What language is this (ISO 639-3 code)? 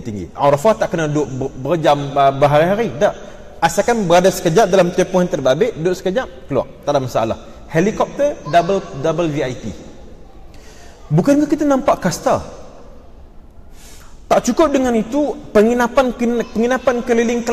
msa